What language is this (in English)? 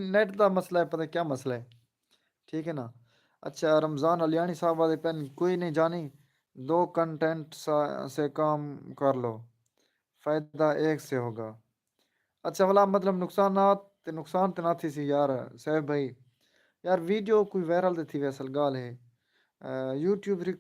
Saraiki